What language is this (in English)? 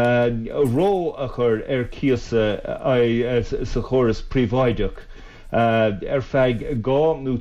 Irish